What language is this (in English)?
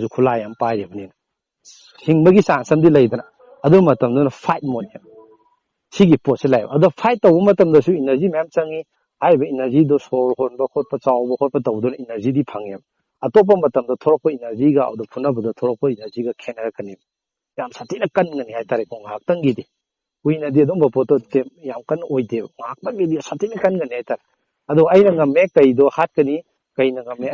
Manipuri